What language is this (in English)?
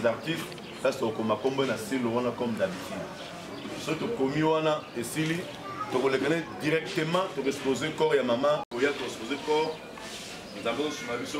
Lingala